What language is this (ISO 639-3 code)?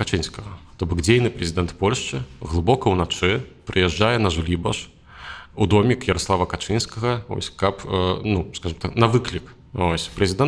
bel